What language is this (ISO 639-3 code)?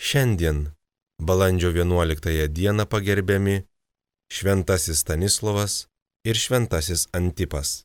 lit